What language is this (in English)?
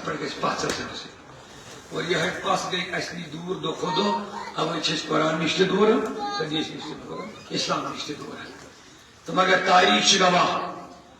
Kashmiri